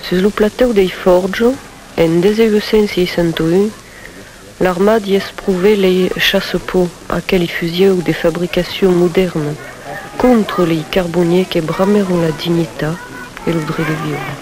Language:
Occitan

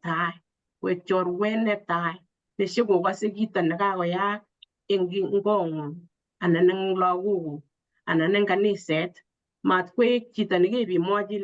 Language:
Kalenjin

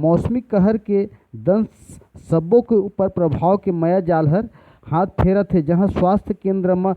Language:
Chhattisgarhi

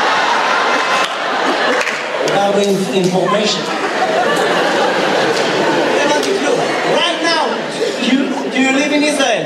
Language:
Hebrew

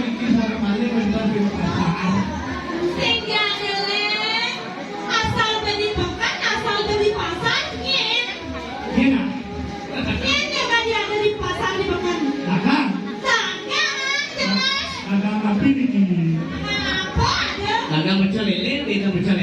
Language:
Balinese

